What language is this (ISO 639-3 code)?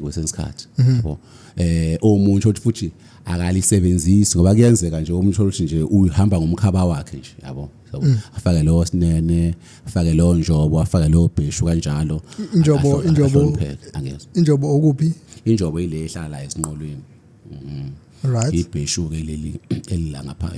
zul